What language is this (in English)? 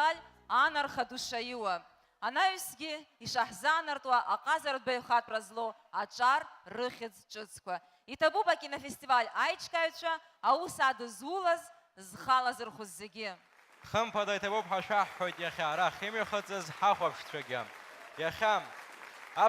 Abkhazian